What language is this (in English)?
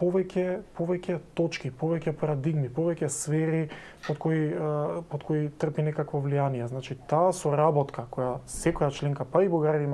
Macedonian